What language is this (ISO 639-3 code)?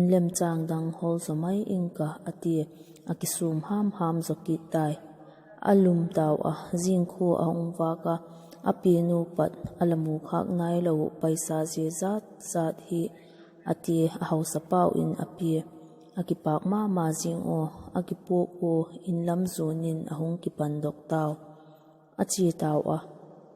vap